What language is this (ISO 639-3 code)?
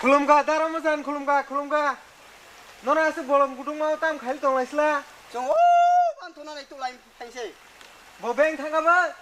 trp